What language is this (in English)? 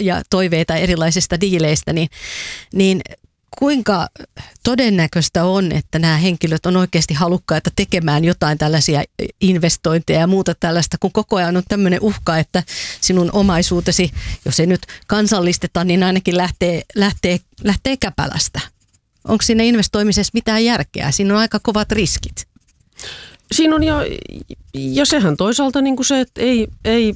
Finnish